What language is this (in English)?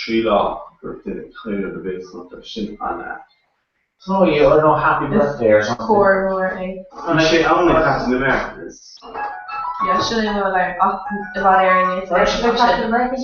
Irish